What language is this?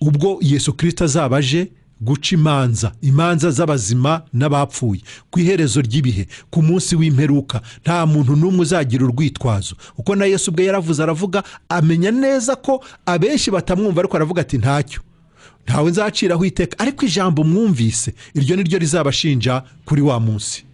Kinyarwanda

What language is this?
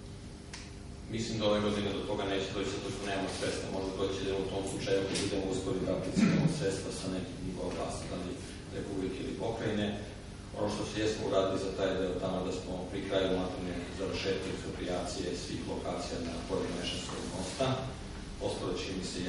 Serbian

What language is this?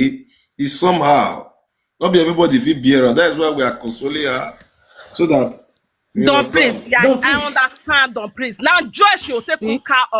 Nigerian Pidgin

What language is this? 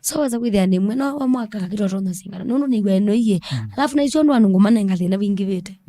Kamba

